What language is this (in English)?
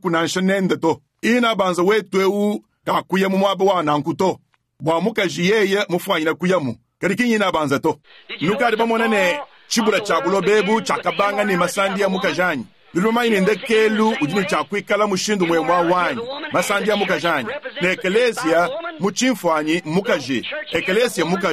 Luba-Lulua